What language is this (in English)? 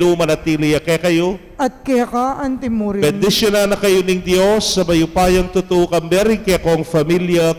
Pampanga